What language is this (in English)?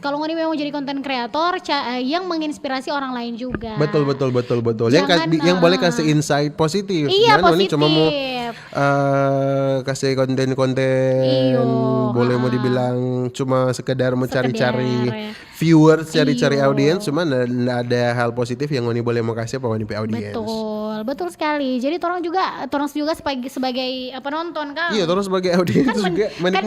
Manado Malay